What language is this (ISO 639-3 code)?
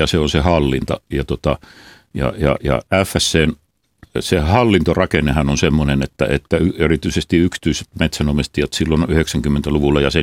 fin